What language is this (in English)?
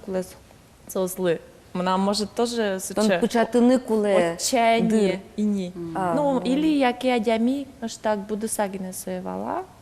Udmurt